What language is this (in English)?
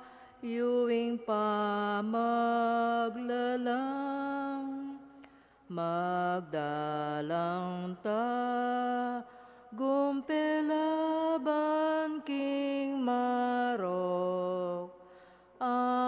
Pampanga